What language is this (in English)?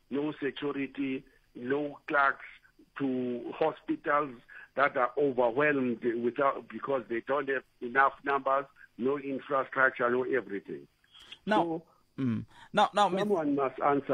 Tsonga